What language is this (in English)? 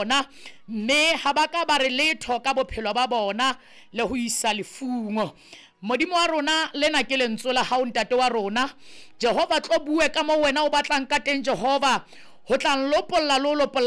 Southern Sotho